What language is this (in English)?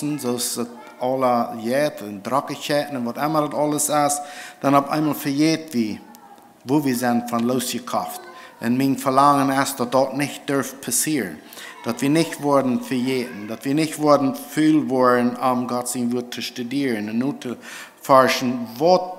Plautdietsch